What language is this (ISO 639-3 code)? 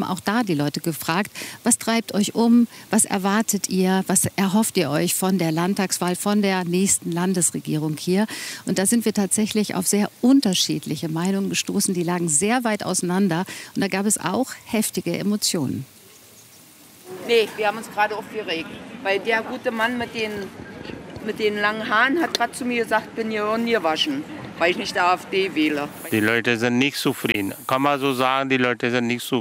deu